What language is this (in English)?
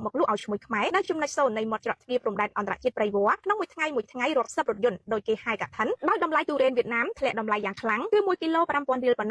Khmer